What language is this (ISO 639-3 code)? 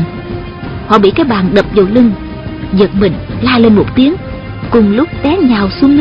vie